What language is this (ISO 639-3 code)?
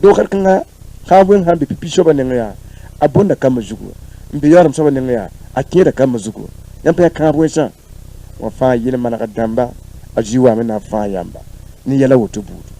mos